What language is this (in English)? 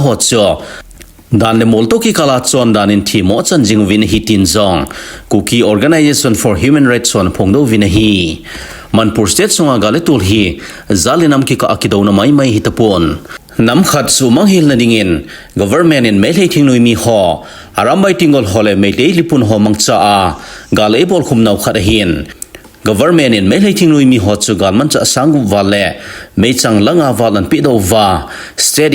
Thado Chin